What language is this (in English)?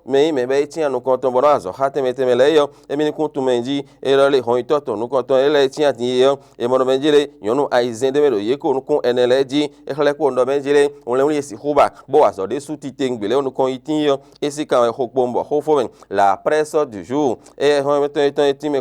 Fon